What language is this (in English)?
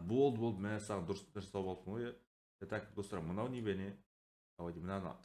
Kazakh